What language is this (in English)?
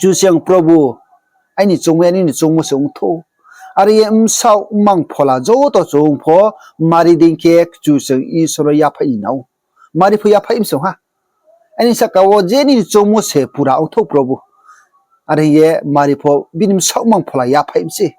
Riang (India)